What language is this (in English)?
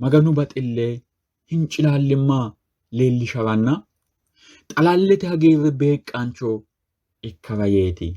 Sidamo